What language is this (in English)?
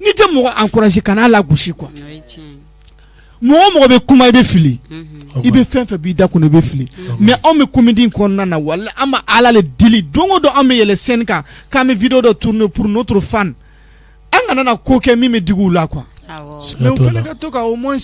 Bambara